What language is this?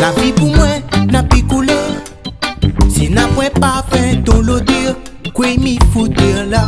Réunion Creole French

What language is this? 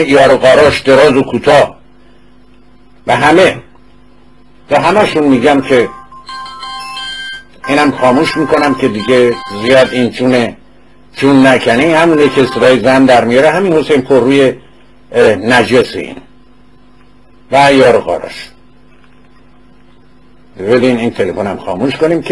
Persian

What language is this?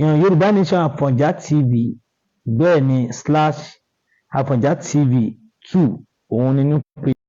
Yoruba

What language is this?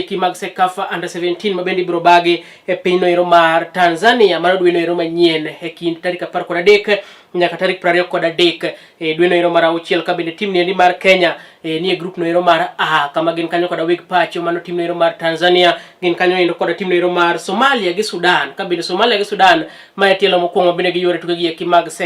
Luo (Kenya and Tanzania)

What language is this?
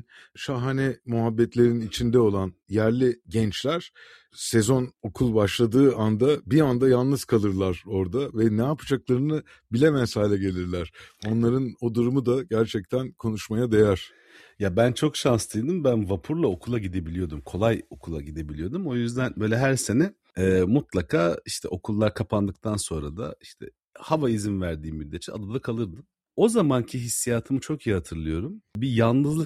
Turkish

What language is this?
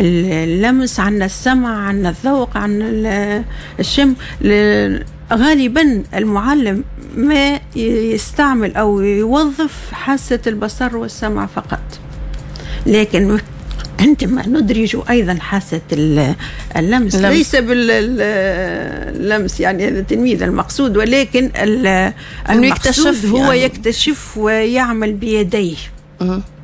Tunisian Arabic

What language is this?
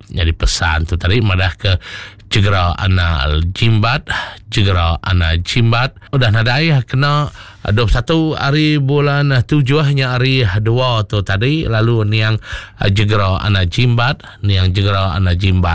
Iban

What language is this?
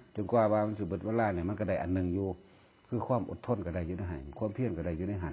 Northeastern Thai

